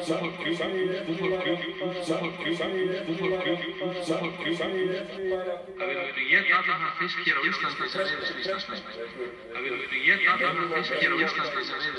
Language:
Icelandic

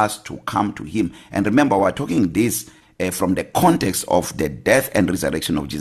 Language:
English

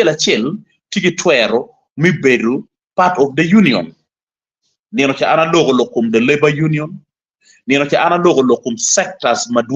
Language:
Acoli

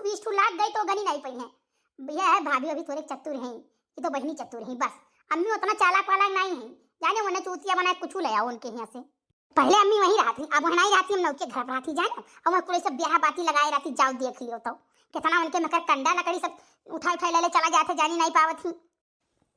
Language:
Awadhi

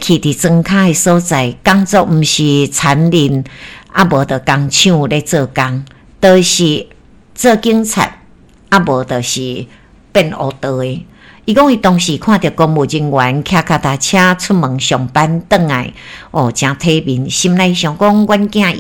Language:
Min Nan Chinese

